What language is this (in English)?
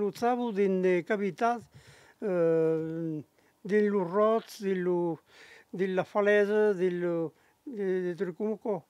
Occitan